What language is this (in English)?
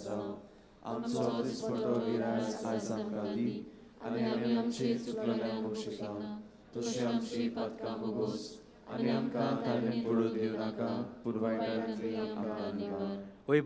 Konkani